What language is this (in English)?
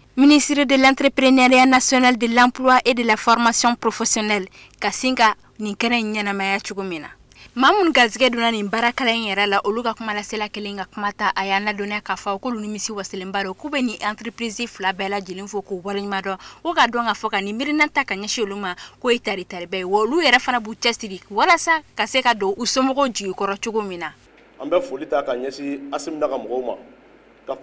Bambara